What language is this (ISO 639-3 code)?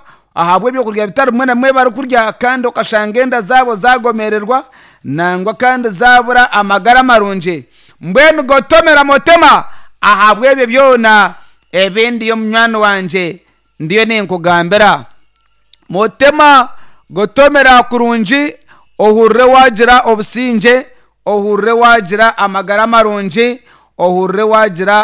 nyn